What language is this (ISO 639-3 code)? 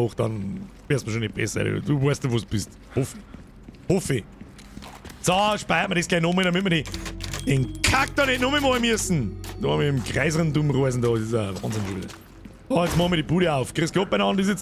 bar